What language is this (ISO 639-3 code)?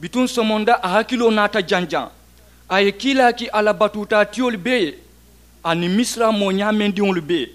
man